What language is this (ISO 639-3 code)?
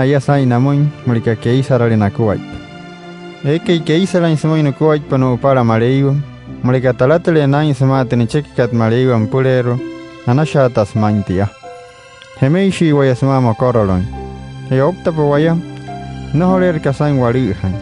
guc